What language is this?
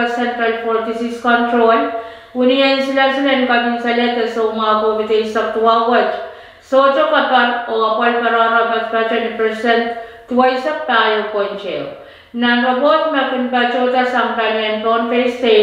Pohnpeian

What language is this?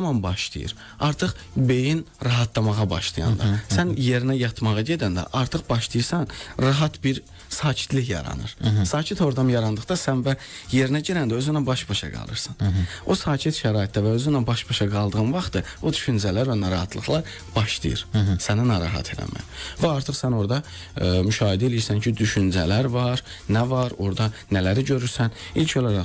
Azerbaijani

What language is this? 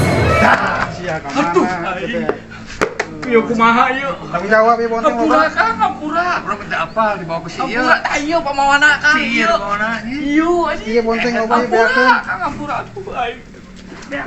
Sundanese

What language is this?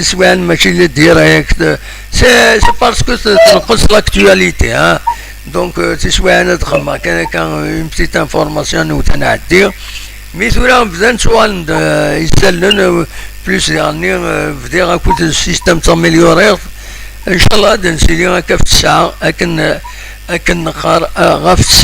Kabyle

